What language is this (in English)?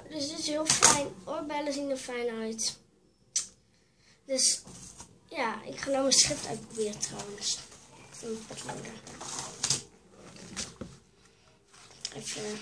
Dutch